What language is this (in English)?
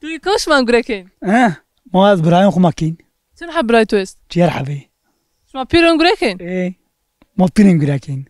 Zaza